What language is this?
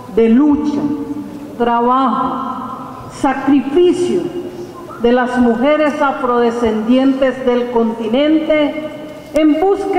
Spanish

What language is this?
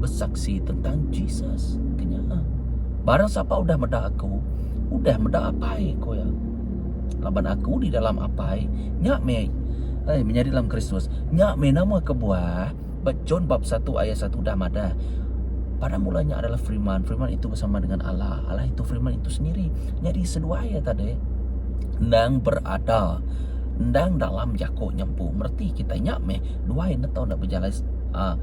Iban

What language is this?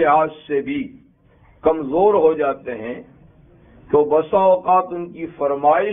Urdu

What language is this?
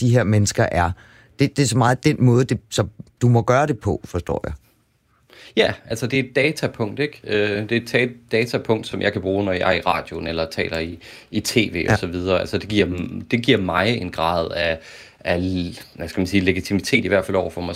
Danish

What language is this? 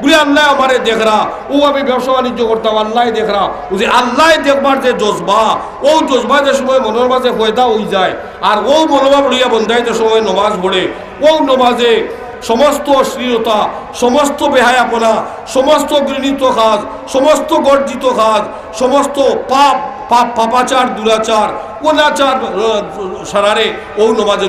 Sylheti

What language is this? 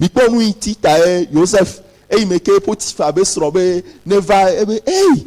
Ewe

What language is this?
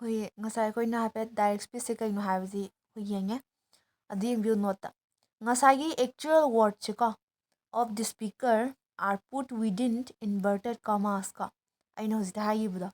Manipuri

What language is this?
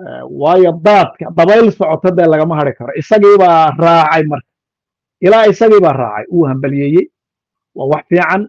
Somali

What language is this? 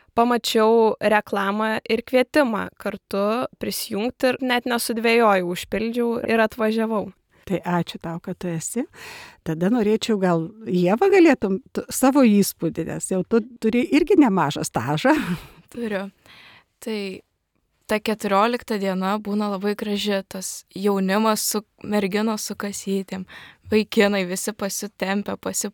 Lithuanian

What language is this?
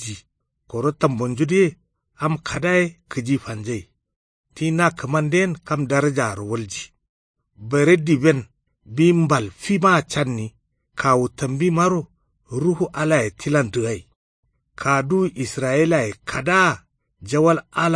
Kanuri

